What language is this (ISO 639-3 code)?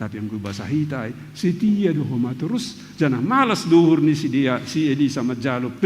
bts